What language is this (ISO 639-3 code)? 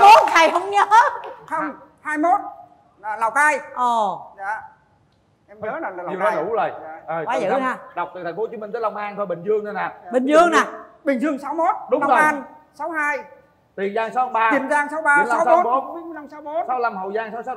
vie